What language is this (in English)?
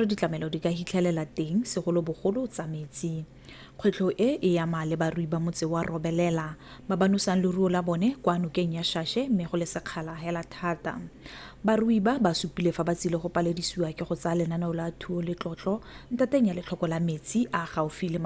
Tswana